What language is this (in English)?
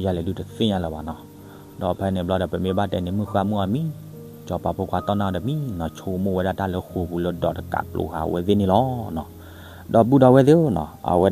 S'gaw Karen